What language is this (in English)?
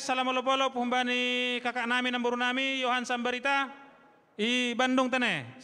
Batak Simalungun